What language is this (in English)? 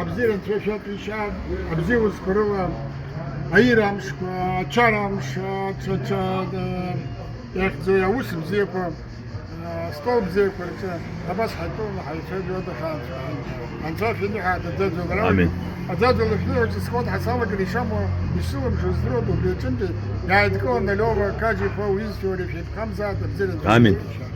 Abkhazian